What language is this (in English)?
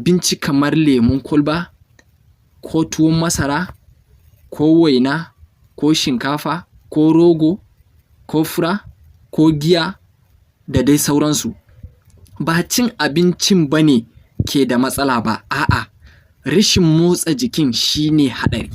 Hausa